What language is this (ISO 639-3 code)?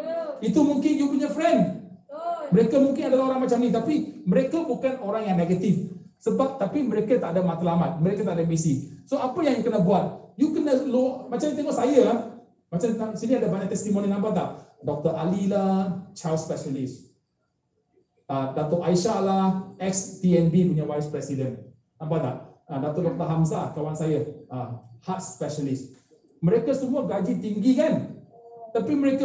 msa